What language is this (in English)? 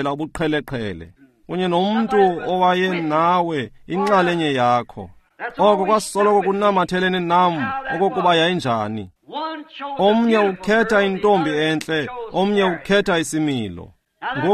Xhosa